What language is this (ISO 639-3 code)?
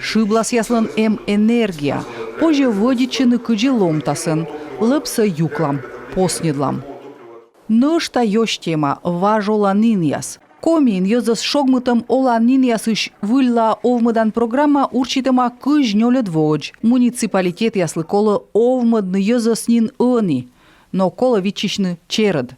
kom